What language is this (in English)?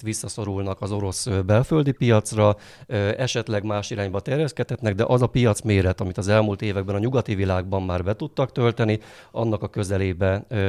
Hungarian